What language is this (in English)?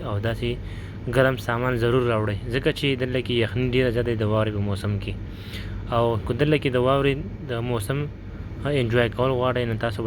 Pashto